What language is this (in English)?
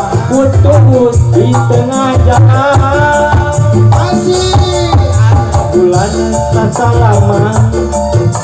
Sundanese